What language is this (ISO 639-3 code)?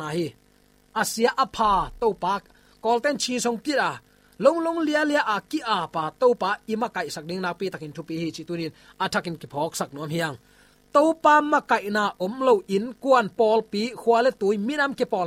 ctd